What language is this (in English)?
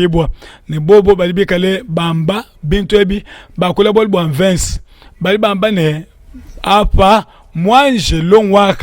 Luba-Lulua